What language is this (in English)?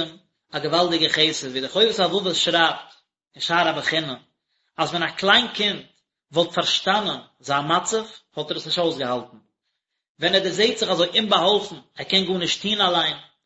Yiddish